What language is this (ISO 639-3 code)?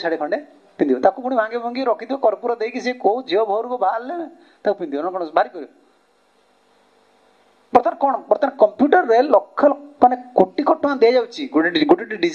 ori